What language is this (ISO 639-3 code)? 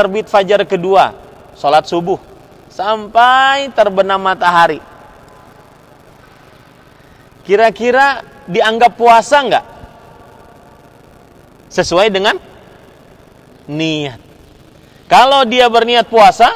ind